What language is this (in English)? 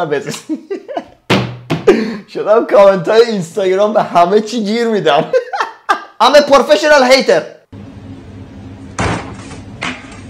Persian